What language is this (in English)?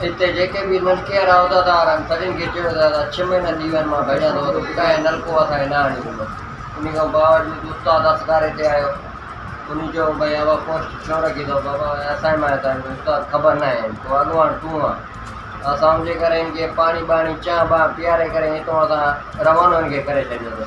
Sindhi